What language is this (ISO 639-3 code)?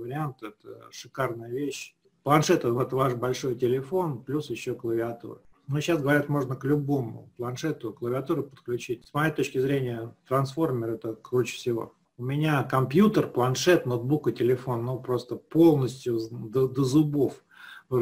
rus